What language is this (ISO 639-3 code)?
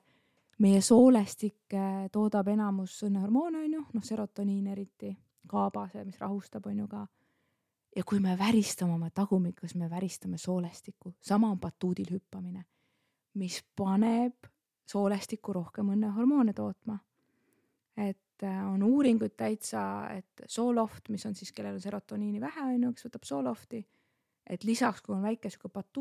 est